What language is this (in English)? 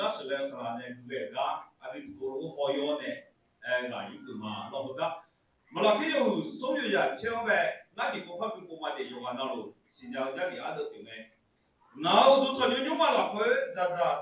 Akha